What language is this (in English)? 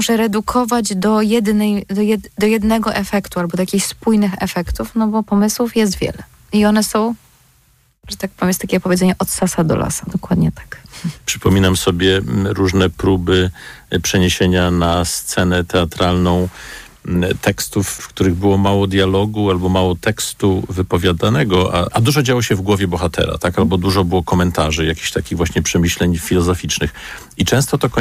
Polish